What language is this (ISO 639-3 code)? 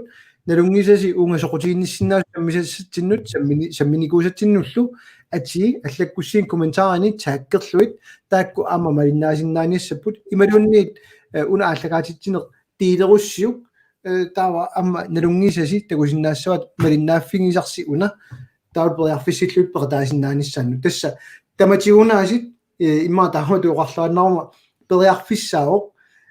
kal